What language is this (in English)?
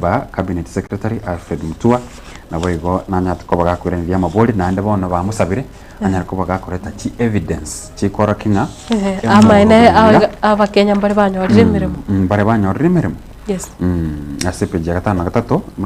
Gusii